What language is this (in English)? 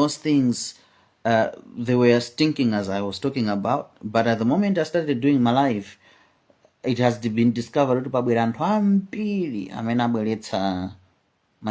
Nyanja